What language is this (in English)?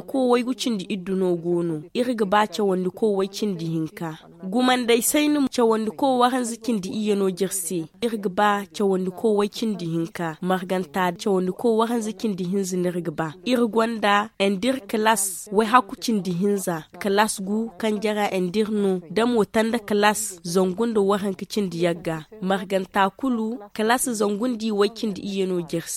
Zarma